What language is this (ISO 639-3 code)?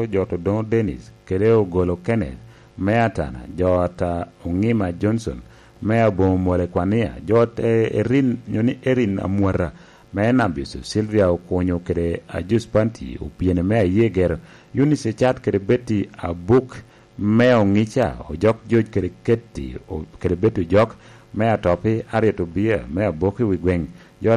laj